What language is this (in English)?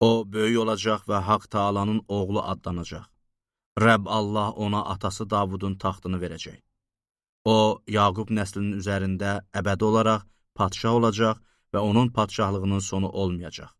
Azerbaijani